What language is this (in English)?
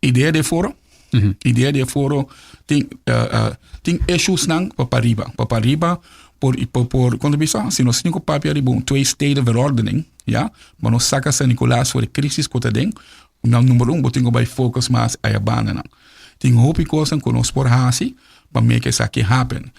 Papiamento